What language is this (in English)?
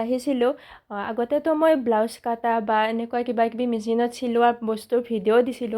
Assamese